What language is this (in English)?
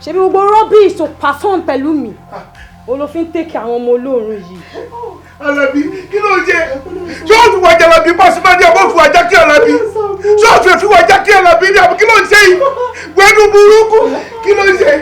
Yoruba